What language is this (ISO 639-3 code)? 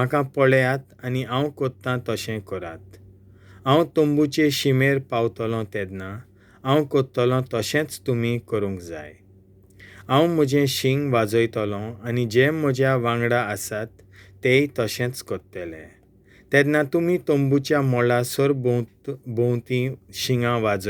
kok